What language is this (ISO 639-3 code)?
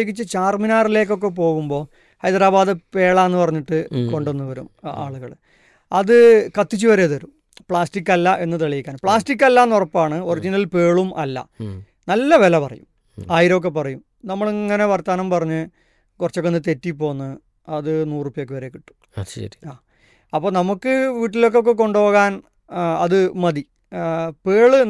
mal